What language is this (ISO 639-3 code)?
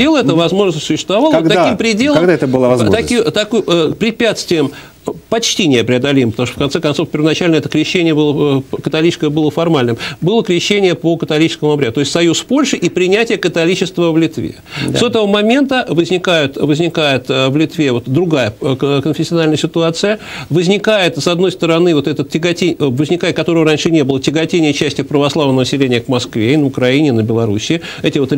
rus